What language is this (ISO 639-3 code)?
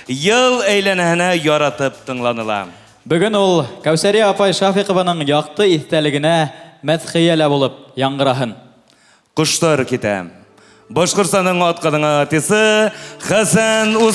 bak